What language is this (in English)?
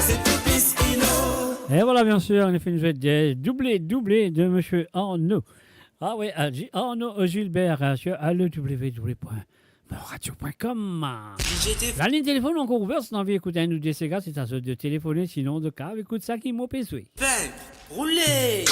Morisyen